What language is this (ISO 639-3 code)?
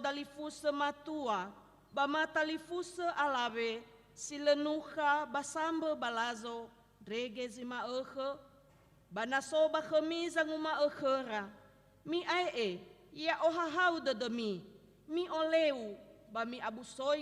nia